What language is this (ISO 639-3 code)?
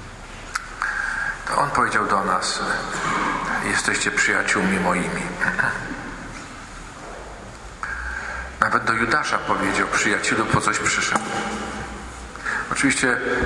pol